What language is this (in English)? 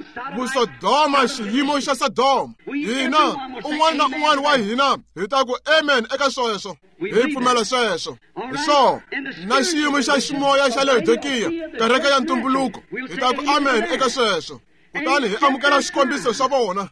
Tsonga